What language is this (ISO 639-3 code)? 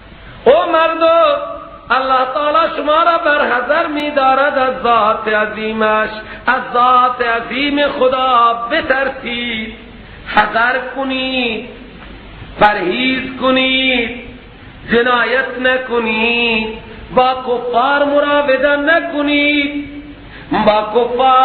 fas